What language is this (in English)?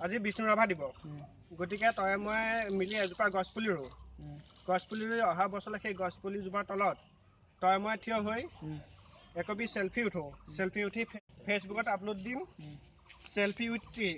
Assamese